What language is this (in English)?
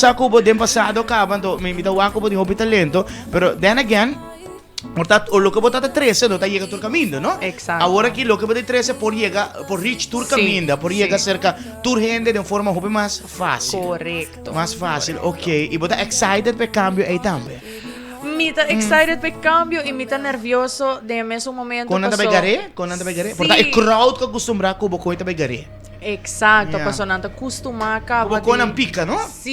Papiamento